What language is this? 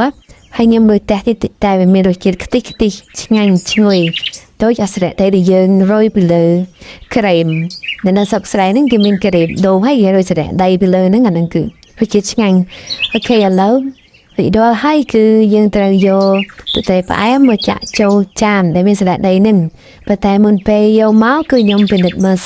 Khmer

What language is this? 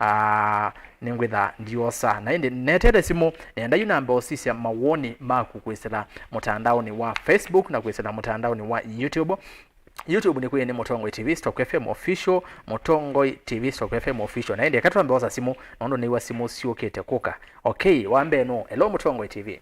Kamba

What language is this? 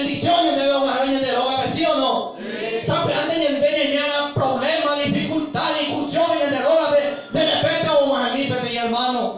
Guarani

